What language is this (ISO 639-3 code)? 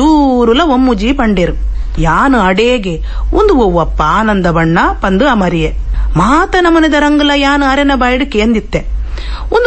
tcy